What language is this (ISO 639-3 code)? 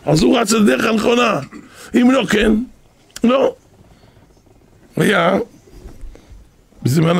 heb